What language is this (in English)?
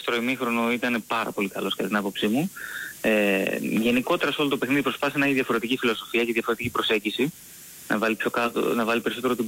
Greek